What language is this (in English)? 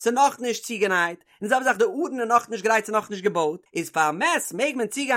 Yiddish